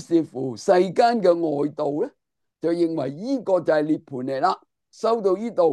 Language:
Cantonese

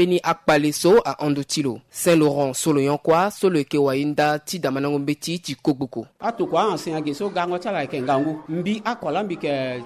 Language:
Sango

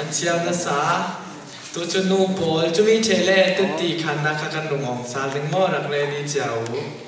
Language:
Falam Chin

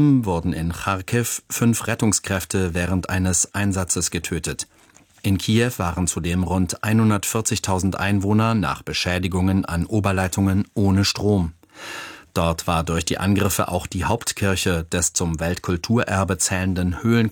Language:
German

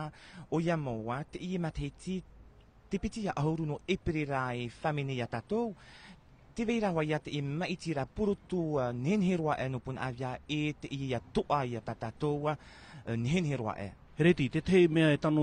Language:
Tahitian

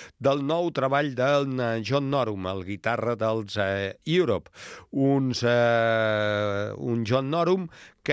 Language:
Catalan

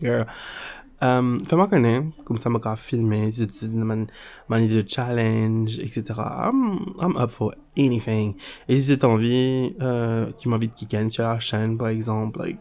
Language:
Morisyen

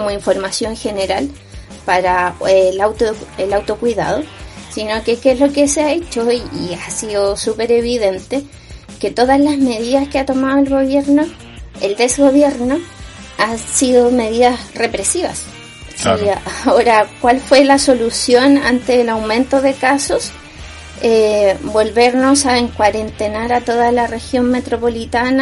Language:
Spanish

